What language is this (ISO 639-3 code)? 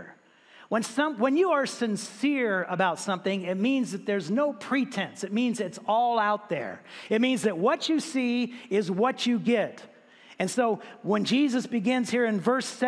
eng